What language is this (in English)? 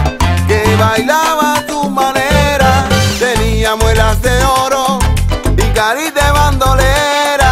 Spanish